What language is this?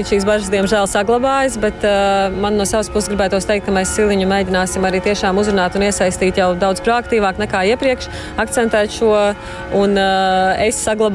Latvian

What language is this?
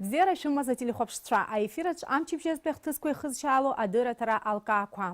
Abkhazian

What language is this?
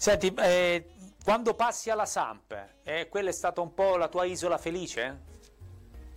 Italian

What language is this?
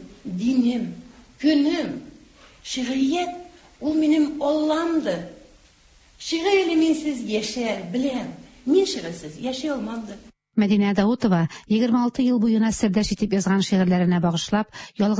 Tatar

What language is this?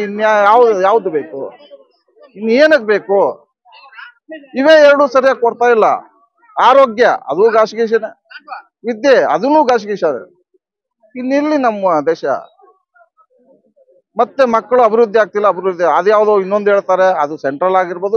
Kannada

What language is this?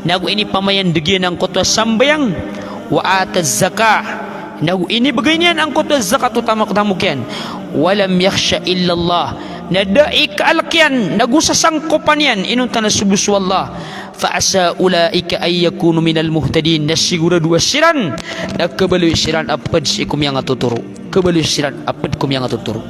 Maranao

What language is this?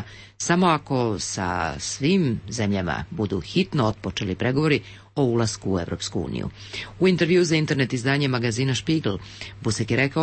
Serbian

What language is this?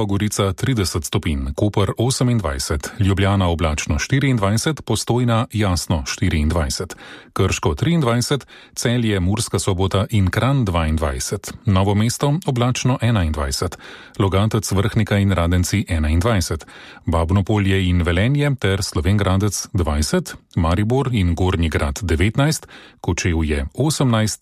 Slovenian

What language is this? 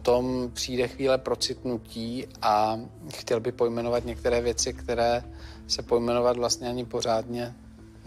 Czech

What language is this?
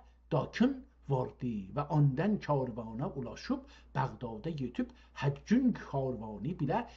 South Azerbaijani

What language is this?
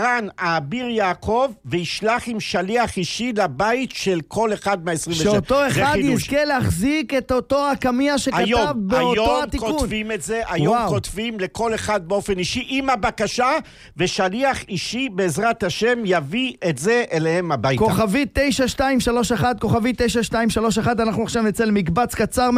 Hebrew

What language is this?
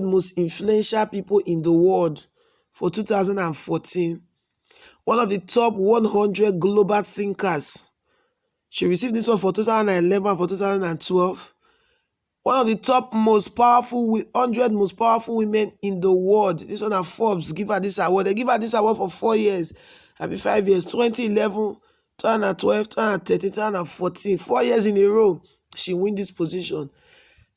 Nigerian Pidgin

